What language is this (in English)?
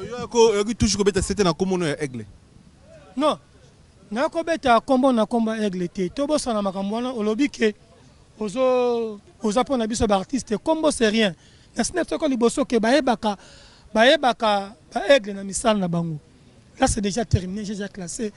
Lingala